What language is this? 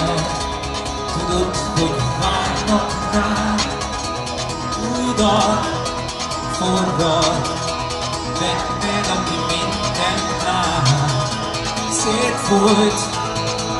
Hungarian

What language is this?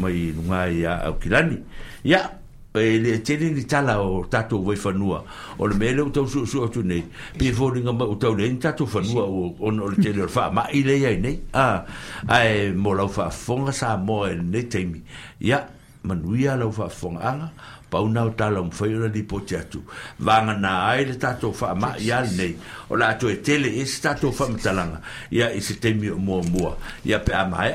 Samoan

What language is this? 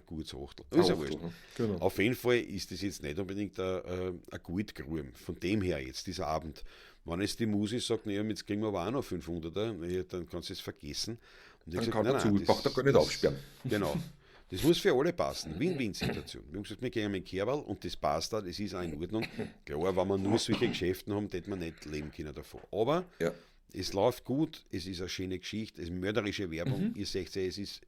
Bavarian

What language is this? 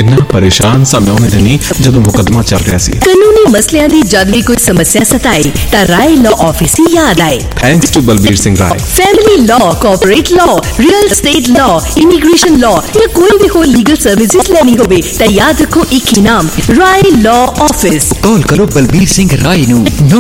Punjabi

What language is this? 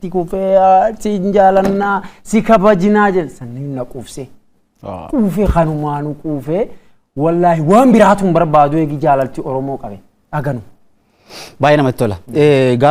Oromo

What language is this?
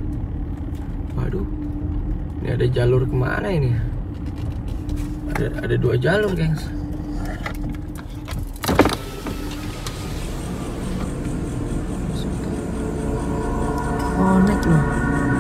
Indonesian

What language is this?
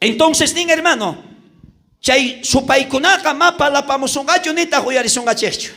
South Bolivian Quechua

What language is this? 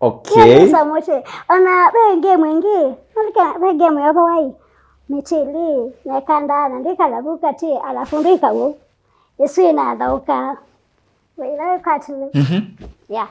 Kamba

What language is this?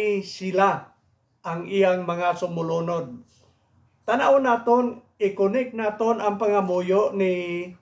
Hiligaynon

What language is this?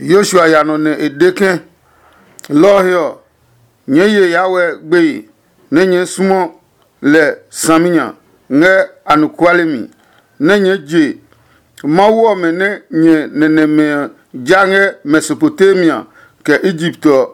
Adangme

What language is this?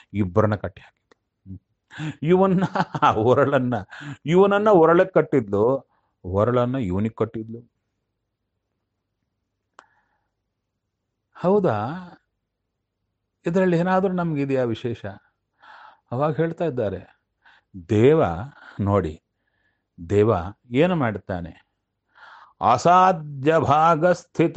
Kannada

